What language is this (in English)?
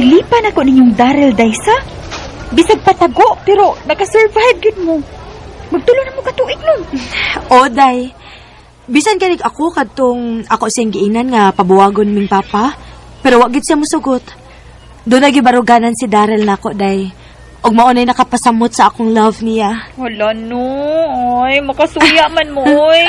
Cebuano